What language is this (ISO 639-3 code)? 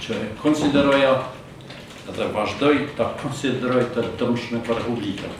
sqi